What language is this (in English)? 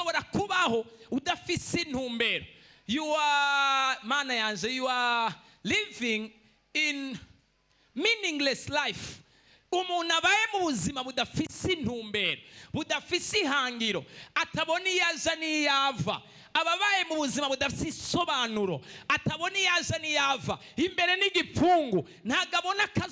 Rundi